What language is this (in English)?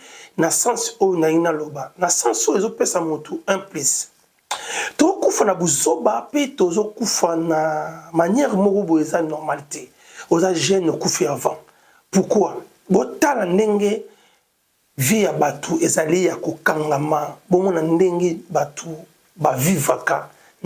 Lingala